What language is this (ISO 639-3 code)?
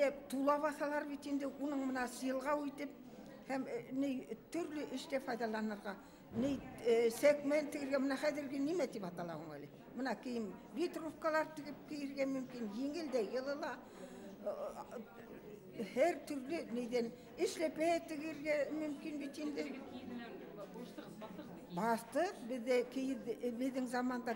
bak